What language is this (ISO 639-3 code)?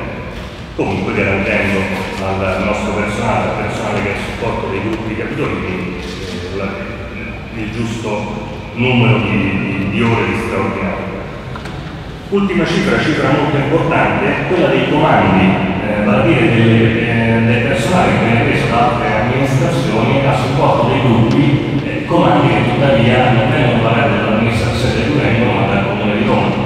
ita